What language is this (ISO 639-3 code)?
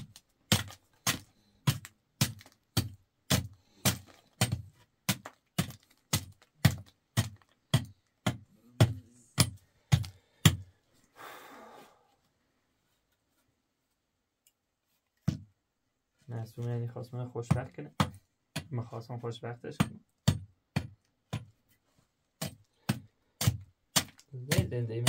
fas